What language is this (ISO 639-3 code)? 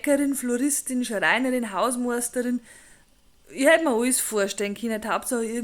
bar